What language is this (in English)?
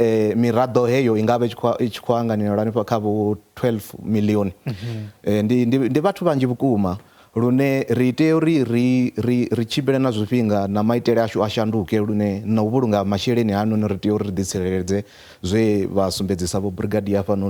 Venda